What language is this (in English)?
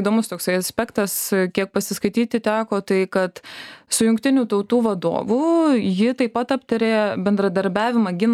Lithuanian